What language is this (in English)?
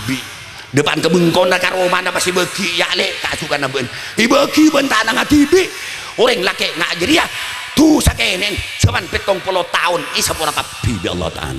Madurese